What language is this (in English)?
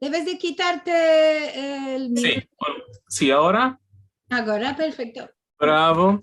Ladino